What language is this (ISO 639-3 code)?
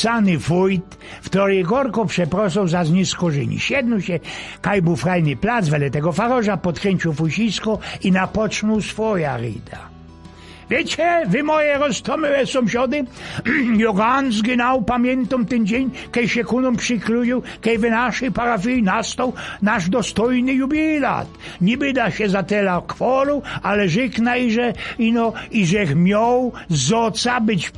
szl